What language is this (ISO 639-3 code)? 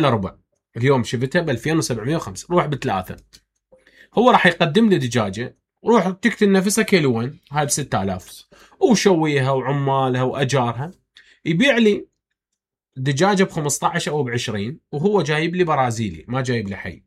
acm